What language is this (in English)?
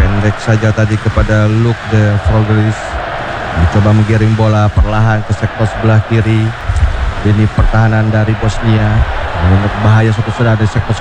Indonesian